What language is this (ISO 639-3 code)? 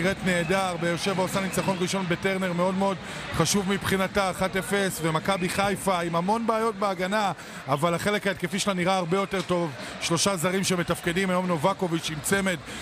heb